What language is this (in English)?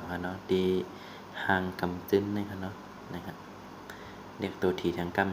Shan